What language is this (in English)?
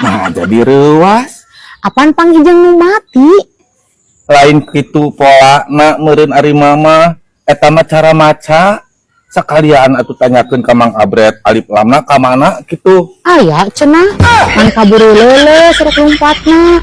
Sundanese